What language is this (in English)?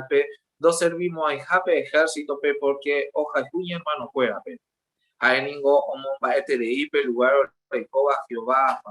Guarani